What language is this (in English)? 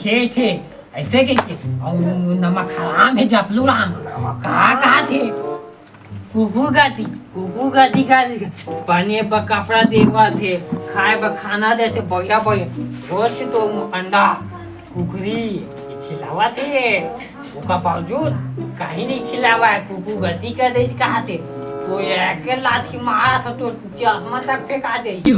Chhattisgarhi